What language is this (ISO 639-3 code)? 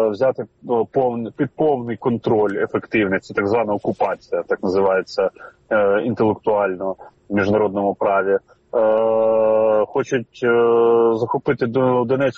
ukr